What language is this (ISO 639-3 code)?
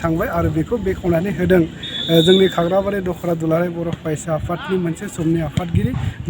brx